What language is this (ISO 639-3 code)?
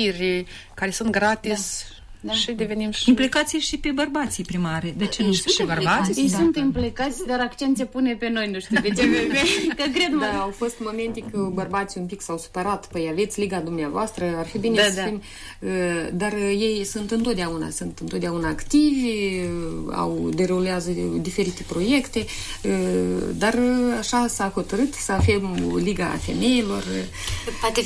ron